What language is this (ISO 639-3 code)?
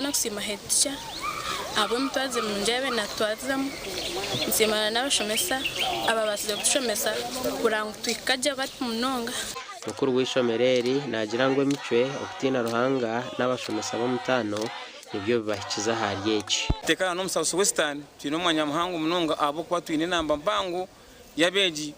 nyn